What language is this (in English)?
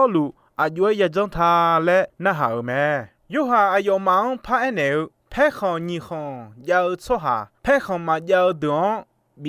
Akha